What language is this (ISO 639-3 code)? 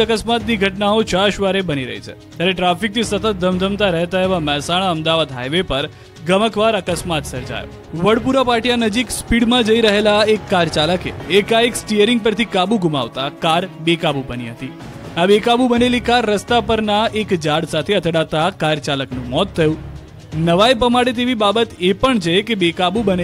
guj